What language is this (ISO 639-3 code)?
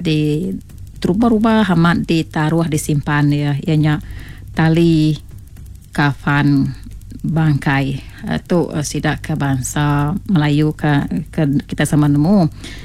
iba